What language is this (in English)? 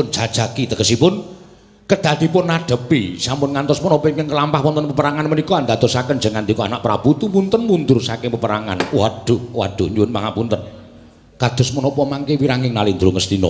Javanese